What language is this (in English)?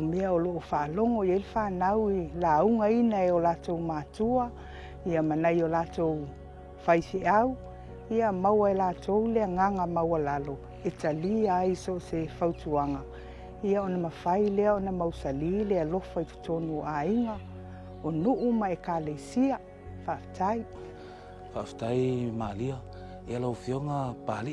Samoan